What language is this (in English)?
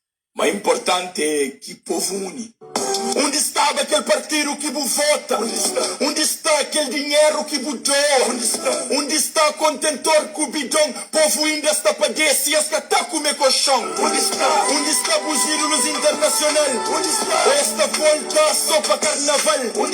Kabuverdianu